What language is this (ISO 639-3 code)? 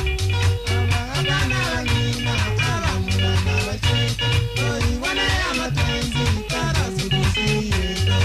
guz